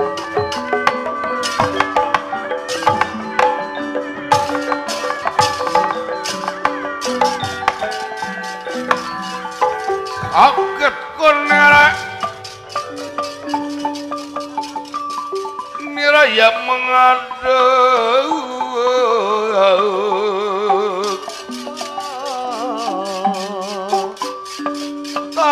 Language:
Sundanese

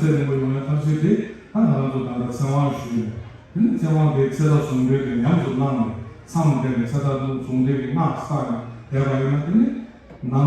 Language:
Tibetan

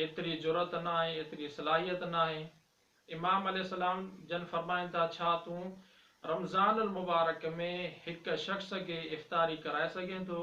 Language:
Sindhi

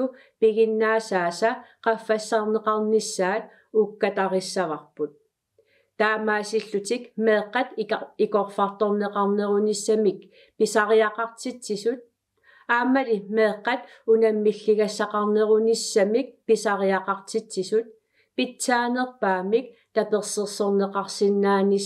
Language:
Kalaallisut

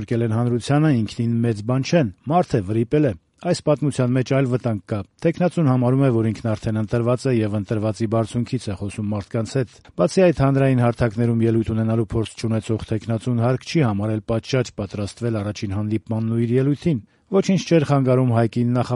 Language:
Armenian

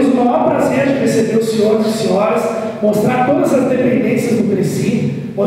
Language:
Portuguese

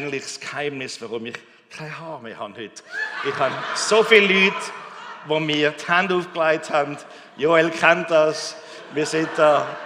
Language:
Swiss German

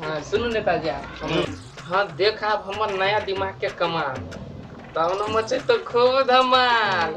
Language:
Maithili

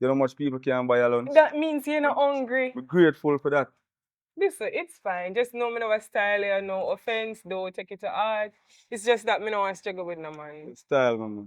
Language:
Jamaican Creole English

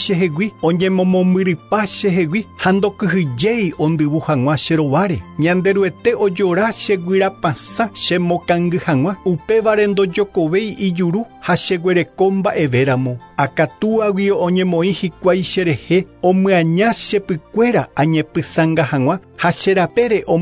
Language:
Guarani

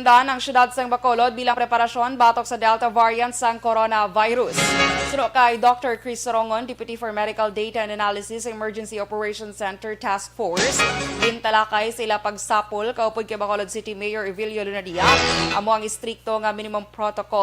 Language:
Hiligaynon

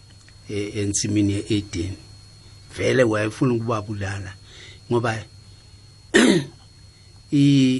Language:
South Ndebele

